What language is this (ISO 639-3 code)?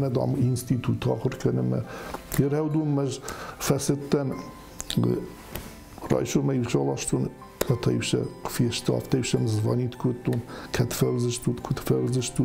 oss